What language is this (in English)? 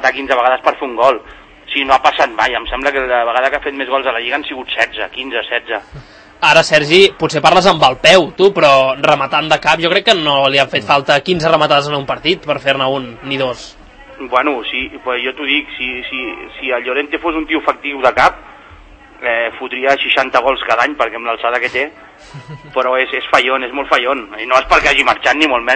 Catalan